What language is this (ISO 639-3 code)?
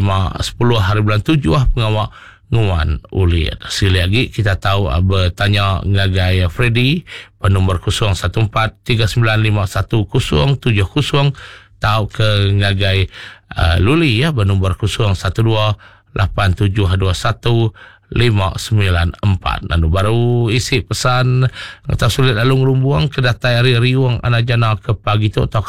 iba